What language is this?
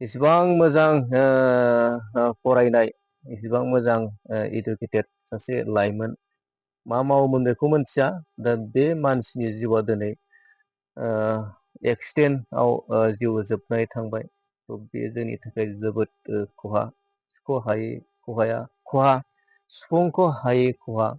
Bodo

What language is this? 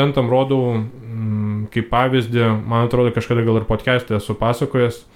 Lithuanian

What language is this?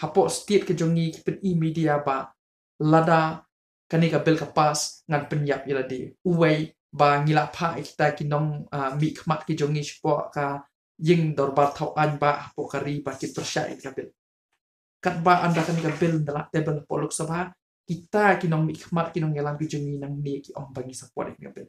Khasi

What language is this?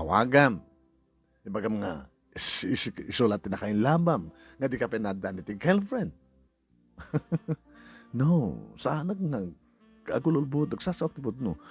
Iloko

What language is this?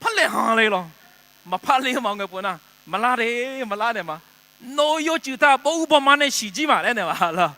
Akha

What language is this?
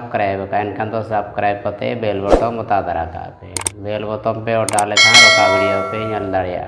Santali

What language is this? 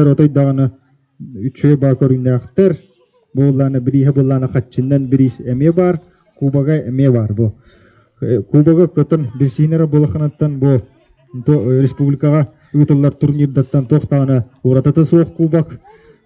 Yakut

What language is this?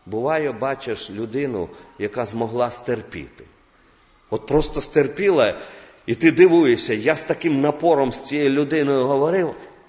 Ukrainian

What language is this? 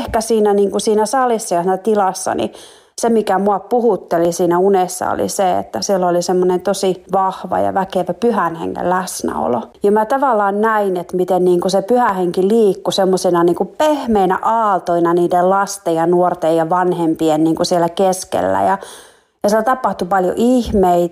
Finnish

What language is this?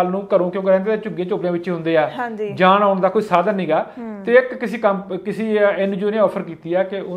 Punjabi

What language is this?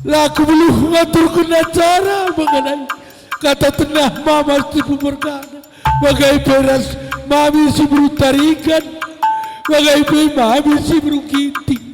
Batak Karo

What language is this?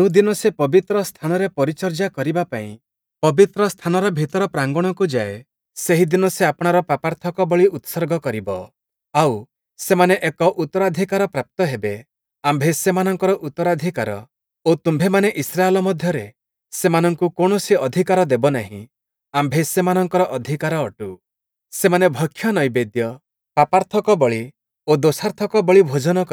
Odia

